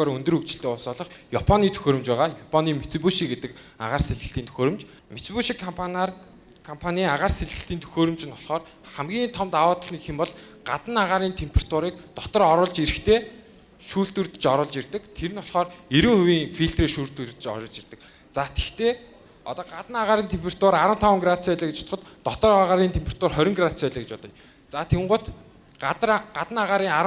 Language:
Mongolian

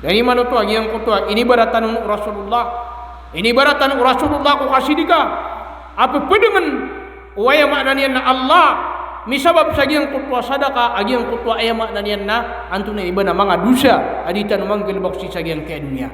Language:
Maranao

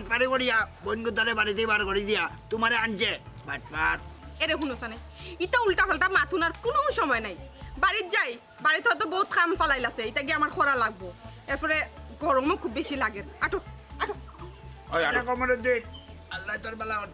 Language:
Sylheti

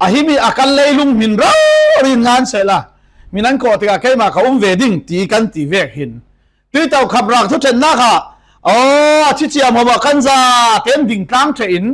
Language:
Falam Chin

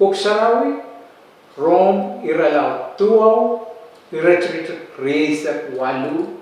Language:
Pohnpeian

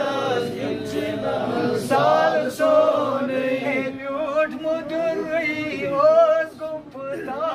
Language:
Kashmiri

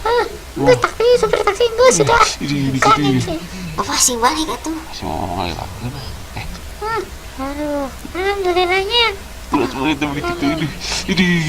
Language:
Sundanese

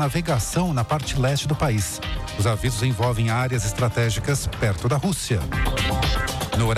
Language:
Portuguese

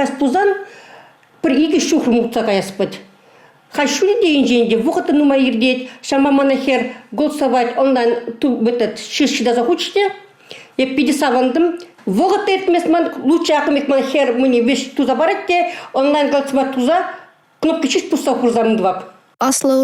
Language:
Chuvash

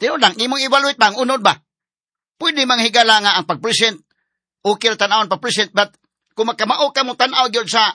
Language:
Cebuano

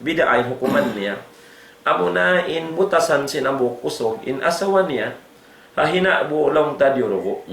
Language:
Tausug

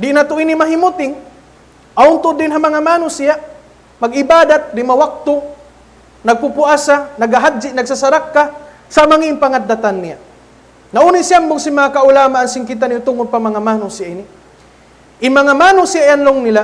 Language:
Tausug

